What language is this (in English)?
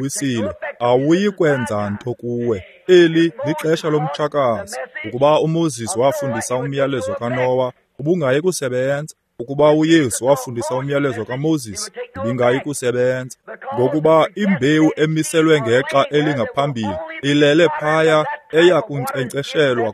Xhosa